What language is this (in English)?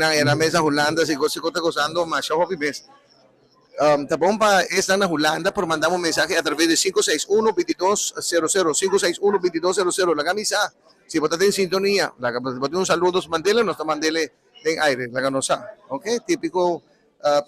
Papiamento